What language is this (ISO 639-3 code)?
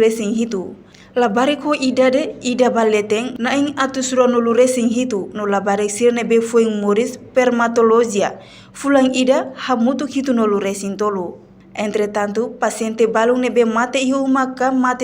tet